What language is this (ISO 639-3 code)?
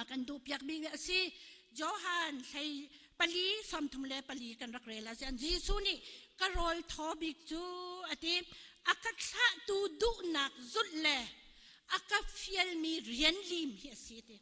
cnh